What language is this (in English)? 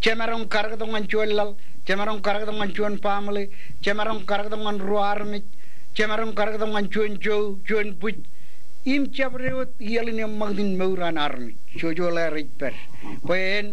Marshallese